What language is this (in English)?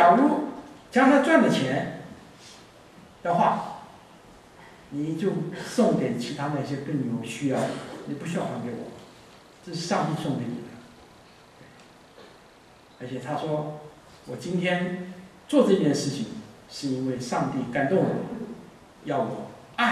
Chinese